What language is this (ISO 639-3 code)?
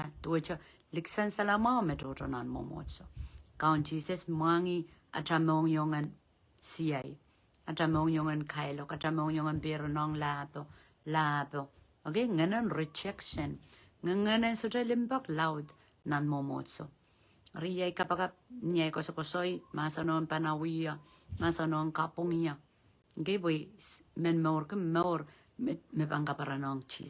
pon